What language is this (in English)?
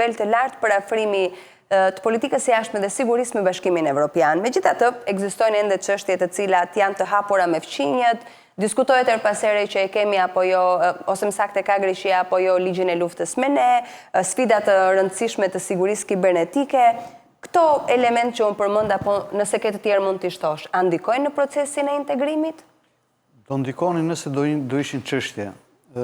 Albanian